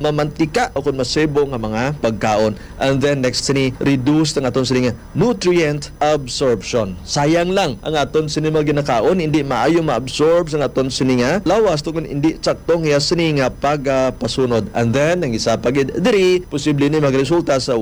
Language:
Hiligaynon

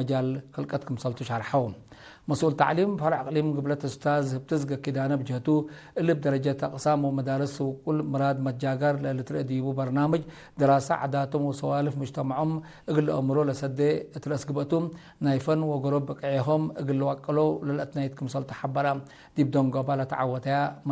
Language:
Tigre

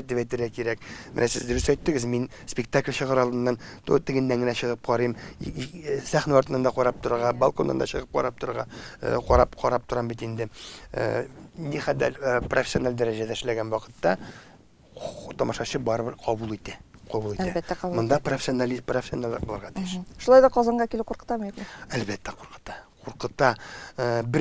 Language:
Tatar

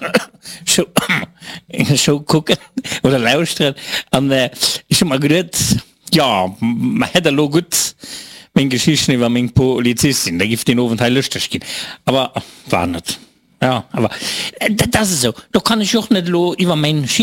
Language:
Luxembourgish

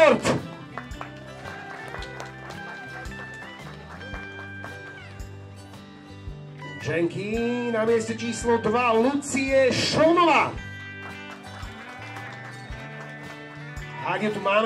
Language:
Slovak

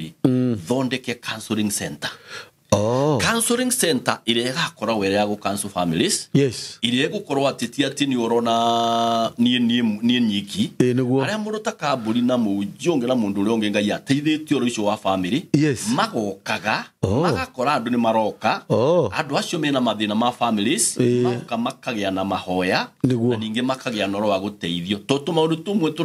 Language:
Kikuyu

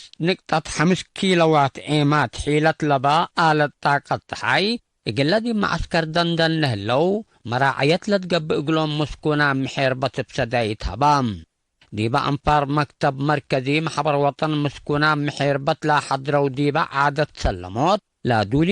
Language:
Tigre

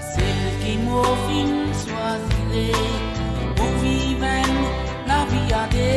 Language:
Morisyen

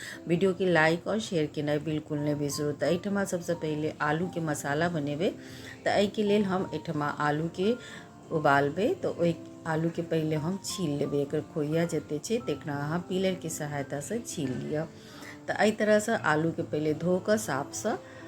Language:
Maithili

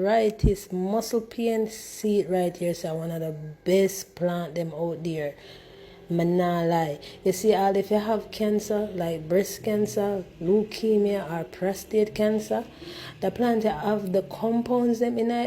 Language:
Jamaican Creole English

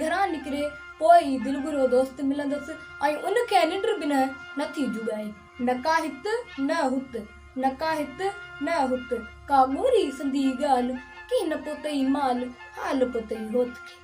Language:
Sindhi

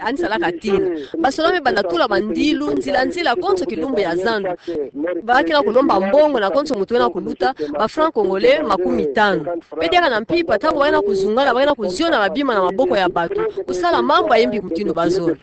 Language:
Kituba (Democratic Republic of Congo)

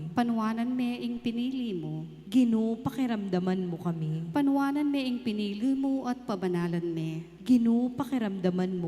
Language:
Pampanga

